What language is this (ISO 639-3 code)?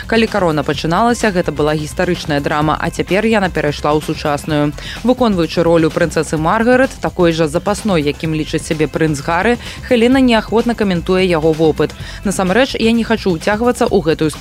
bel